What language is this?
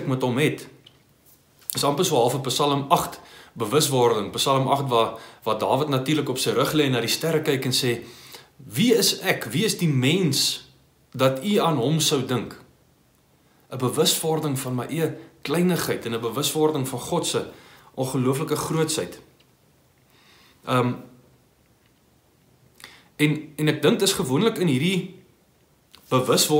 Afrikaans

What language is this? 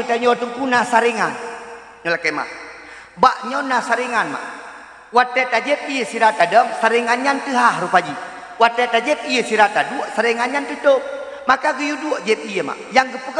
Achinese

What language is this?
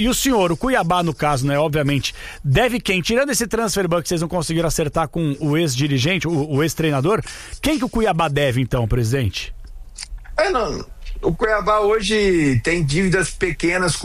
Portuguese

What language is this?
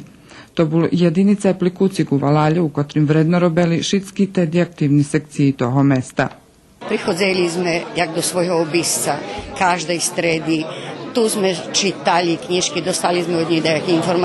Rusyn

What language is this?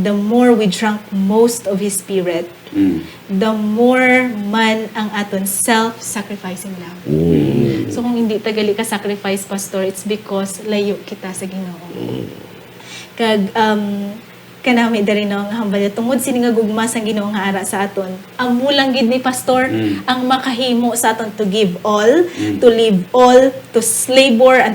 Hiligaynon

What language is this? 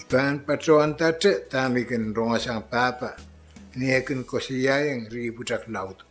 Pohnpeian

